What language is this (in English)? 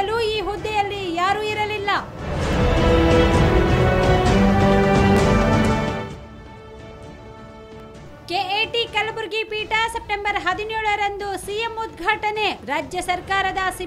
Kannada